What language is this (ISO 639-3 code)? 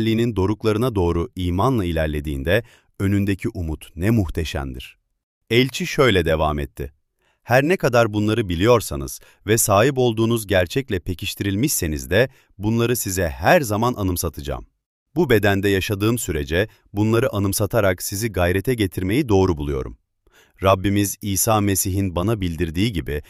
tur